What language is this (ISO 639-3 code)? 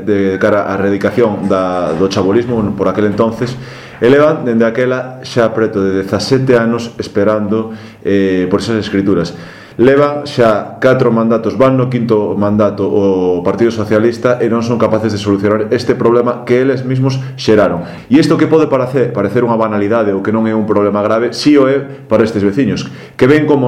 glg